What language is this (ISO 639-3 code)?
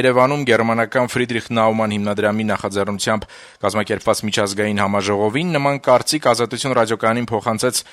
hye